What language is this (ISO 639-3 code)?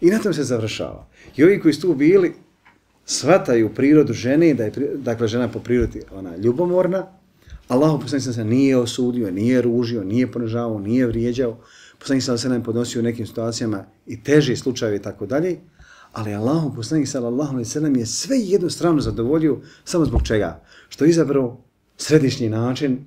bos